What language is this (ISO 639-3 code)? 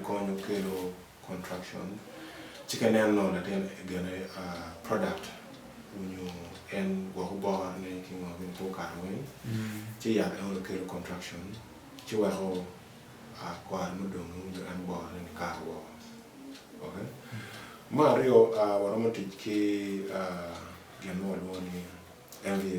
ach